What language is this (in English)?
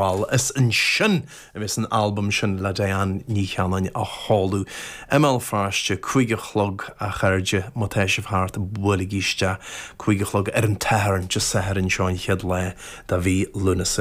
Irish